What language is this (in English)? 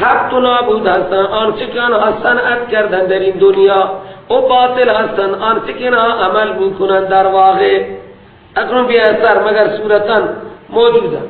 Persian